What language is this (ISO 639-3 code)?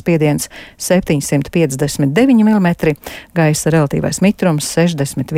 lav